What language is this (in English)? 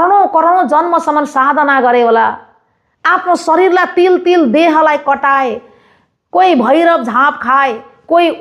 Nepali